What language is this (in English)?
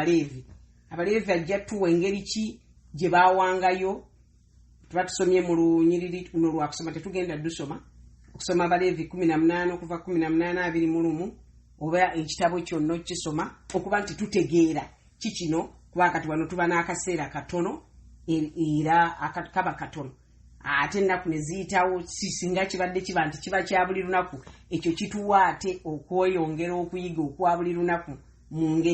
Ganda